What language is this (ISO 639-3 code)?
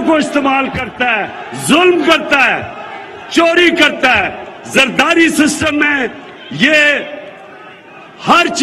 urd